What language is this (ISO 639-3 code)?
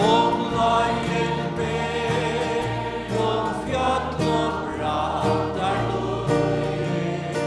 fao